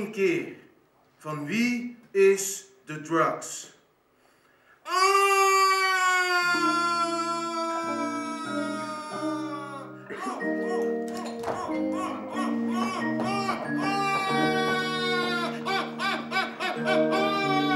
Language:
Dutch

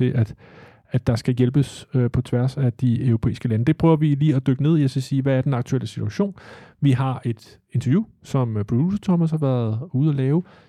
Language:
Danish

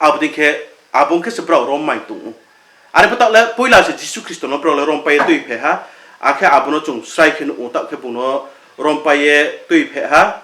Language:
Riang (India)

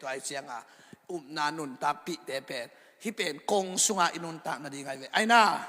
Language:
Tedim Chin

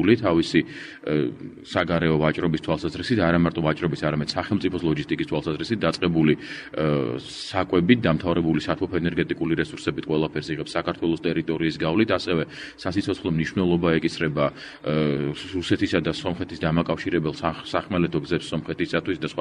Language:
Georgian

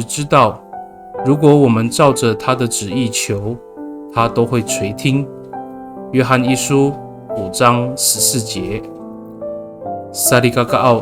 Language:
Amis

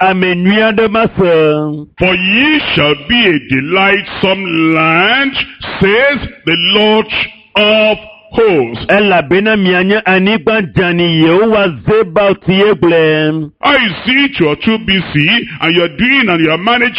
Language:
Ewe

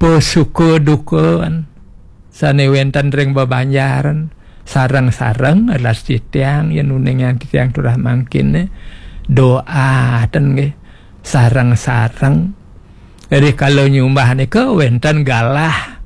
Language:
Balinese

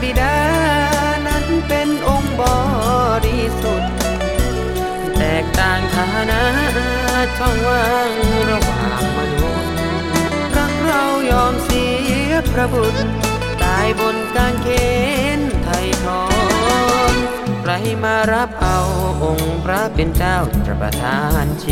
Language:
Thai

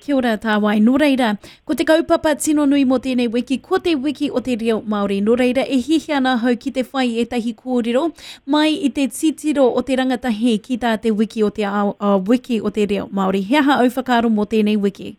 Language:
Māori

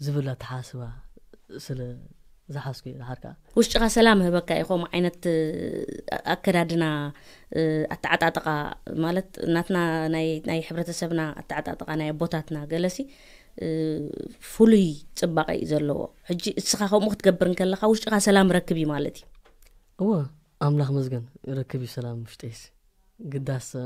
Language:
Tigrinya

